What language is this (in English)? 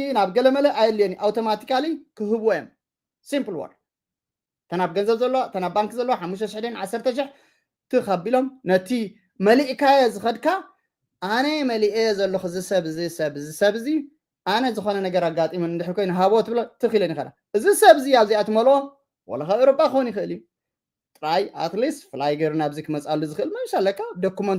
Tigrinya